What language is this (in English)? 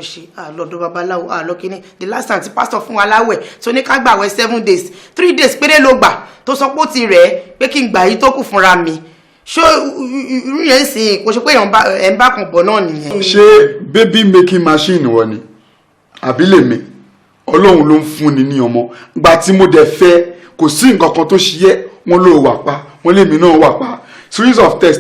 Yoruba